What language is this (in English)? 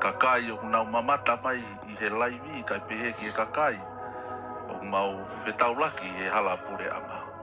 Tongan